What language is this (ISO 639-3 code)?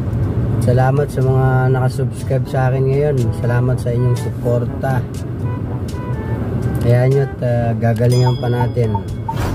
fil